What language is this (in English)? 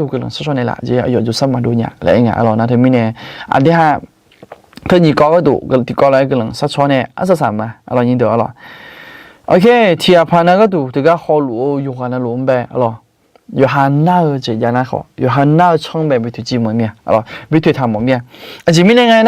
Akha